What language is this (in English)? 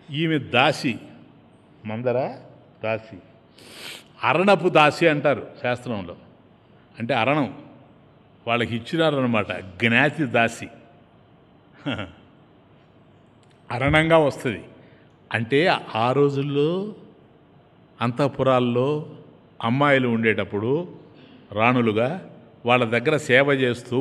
Telugu